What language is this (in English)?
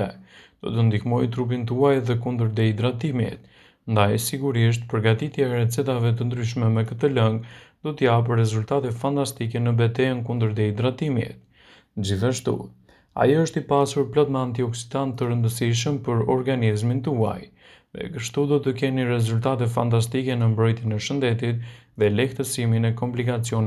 Albanian